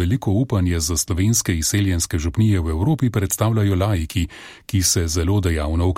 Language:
Slovenian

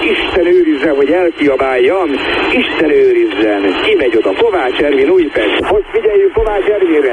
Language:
Hungarian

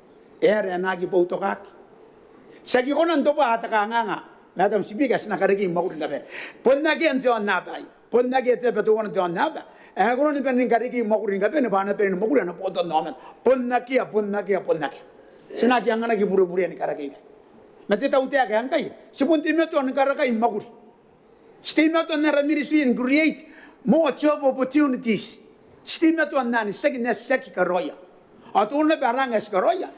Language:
Gilbertese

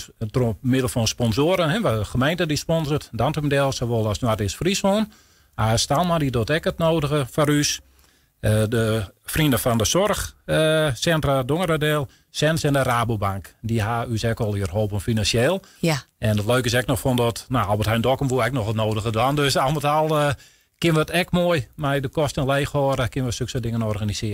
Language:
Western Frisian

